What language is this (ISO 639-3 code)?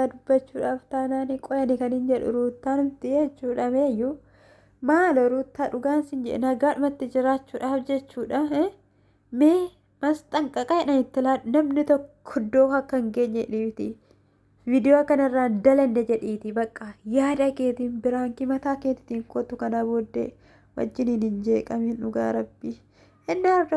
orm